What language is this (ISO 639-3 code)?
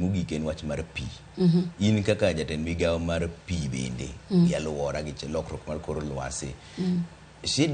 luo